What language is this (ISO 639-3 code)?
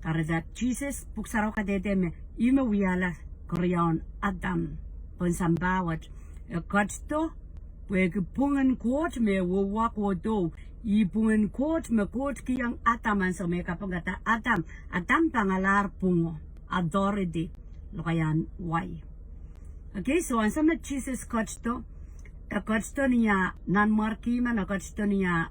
pon